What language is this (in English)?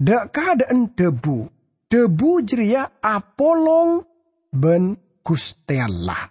Madurese